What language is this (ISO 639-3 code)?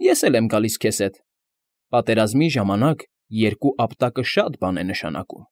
hye